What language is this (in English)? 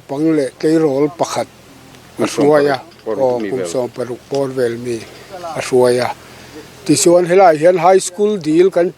Mizo